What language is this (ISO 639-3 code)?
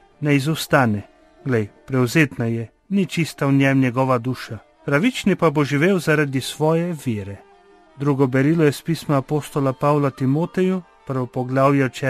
slv